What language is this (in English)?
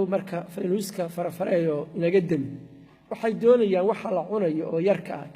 Somali